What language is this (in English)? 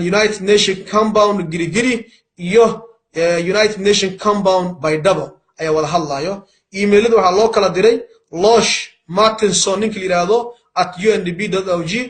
Somali